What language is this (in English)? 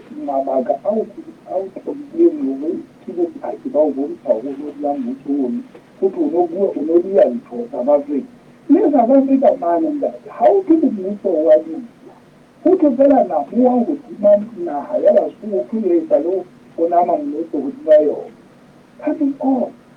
Southern Sotho